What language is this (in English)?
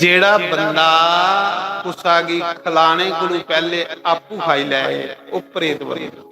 Dogri